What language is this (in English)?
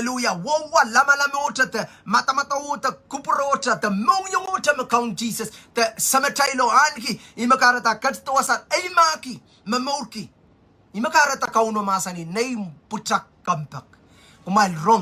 Pohnpeian